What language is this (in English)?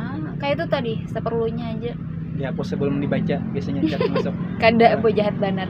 Banjar